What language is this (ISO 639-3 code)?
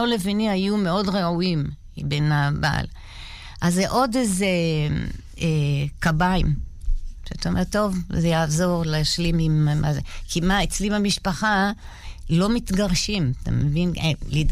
heb